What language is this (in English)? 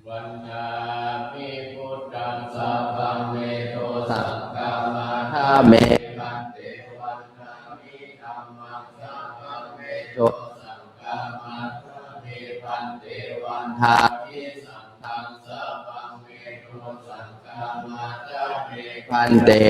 Pali